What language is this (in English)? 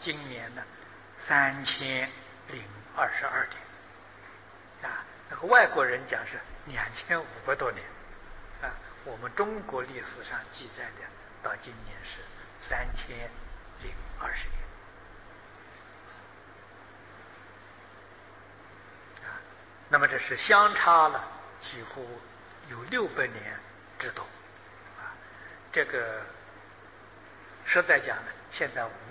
Chinese